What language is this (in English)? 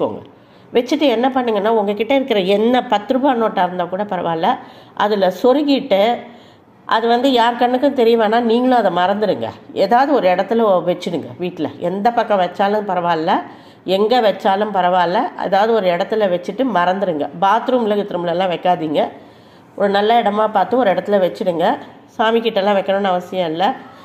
Tamil